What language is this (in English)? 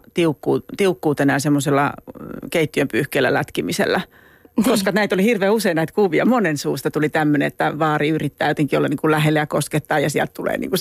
Finnish